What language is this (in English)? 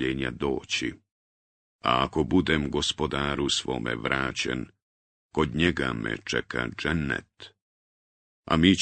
Bosnian